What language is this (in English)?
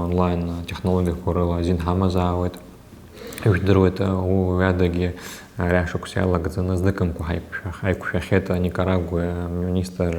Abkhazian